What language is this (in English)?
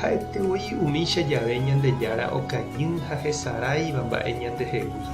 Guarani